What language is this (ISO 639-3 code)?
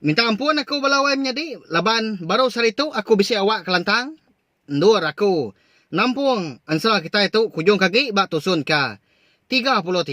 iba